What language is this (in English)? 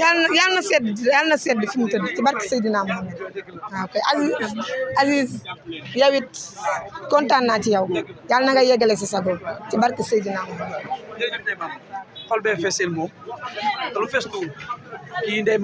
Wolof